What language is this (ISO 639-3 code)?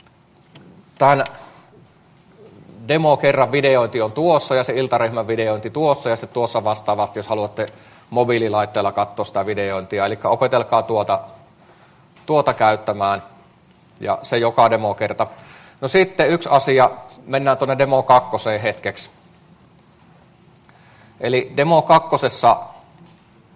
fin